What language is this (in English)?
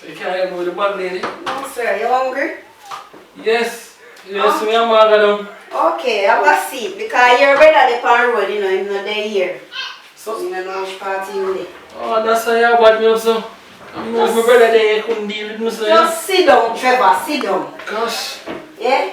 Jamaican Creole English